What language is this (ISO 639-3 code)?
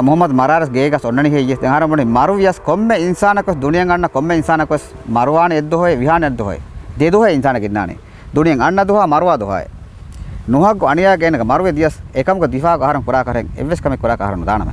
div